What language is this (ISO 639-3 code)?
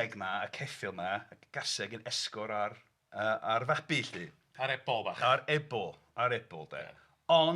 cym